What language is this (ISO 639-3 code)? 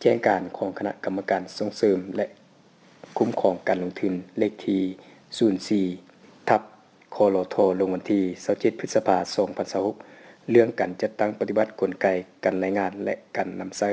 lao